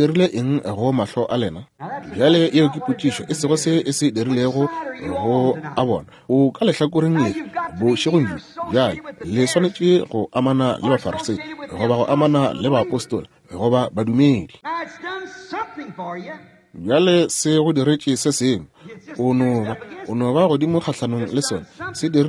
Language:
Northern Sotho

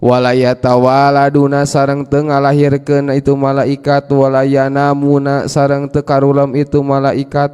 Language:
Sundanese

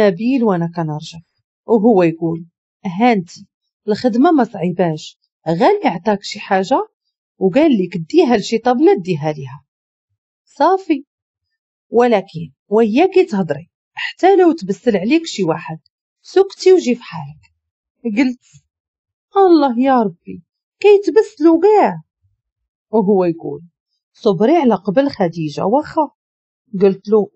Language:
Moroccan Arabic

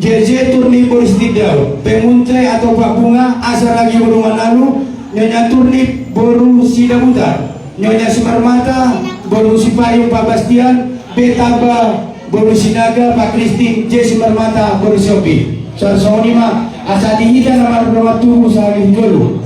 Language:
Batak Toba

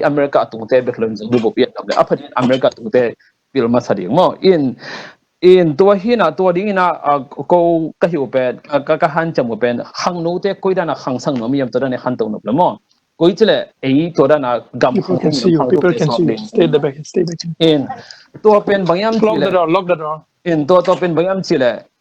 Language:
Tedim Chin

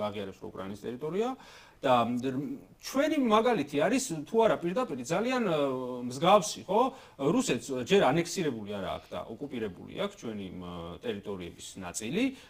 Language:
Georgian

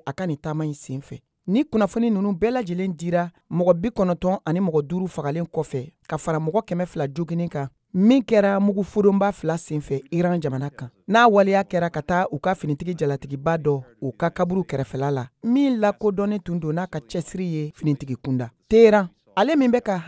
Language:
Bambara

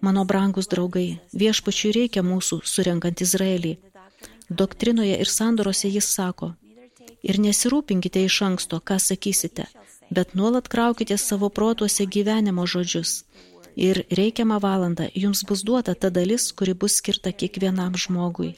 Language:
Lithuanian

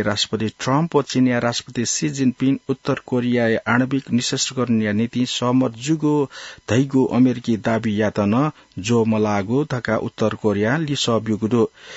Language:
Newari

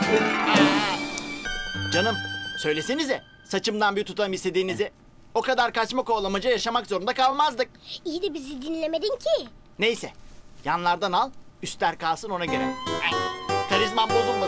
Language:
Turkish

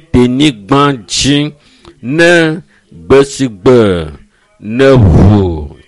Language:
Ewe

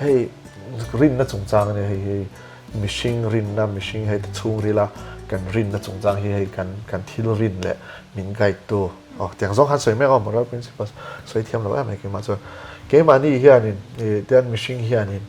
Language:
Mizo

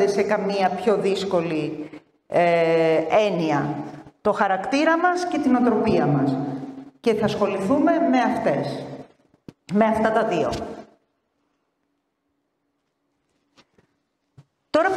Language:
Greek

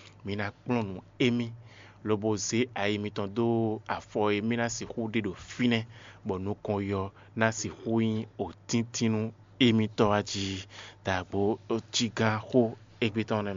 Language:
Fon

